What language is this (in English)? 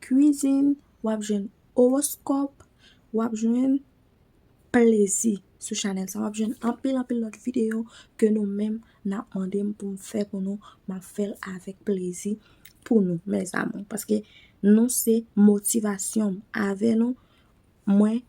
Haitian Creole